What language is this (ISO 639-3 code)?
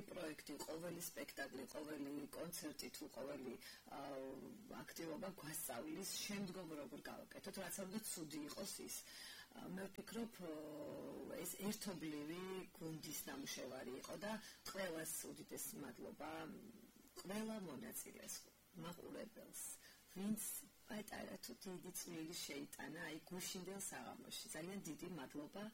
kat